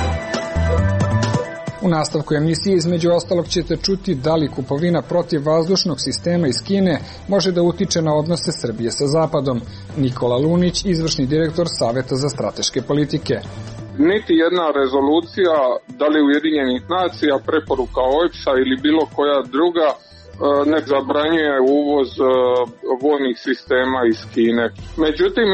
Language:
Serbian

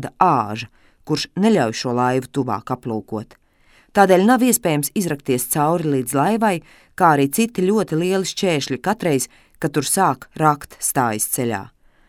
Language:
Latvian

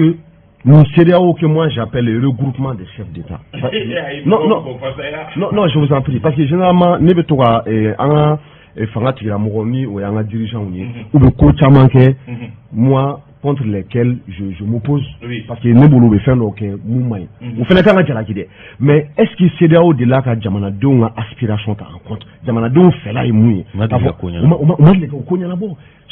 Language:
Bambara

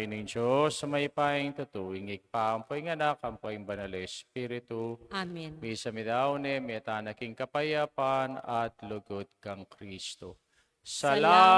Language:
Pampanga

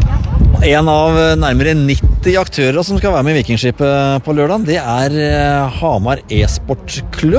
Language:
Norwegian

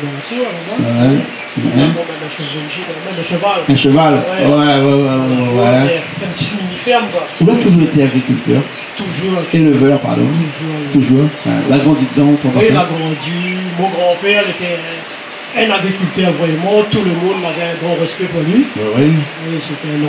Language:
Réunion Creole French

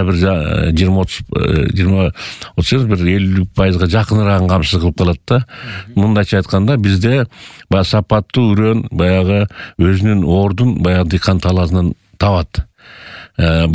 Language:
Kyrgyz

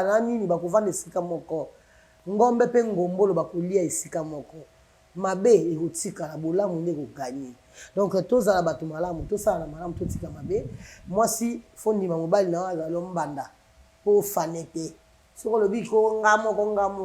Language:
Lingala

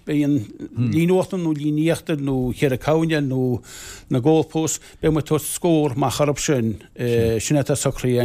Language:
Irish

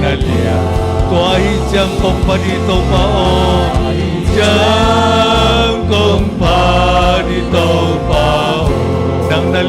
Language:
Tedim Chin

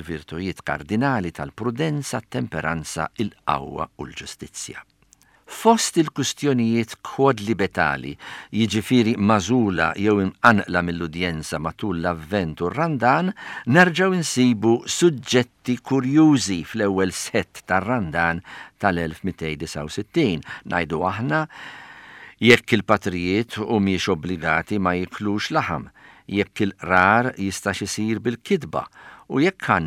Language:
Maltese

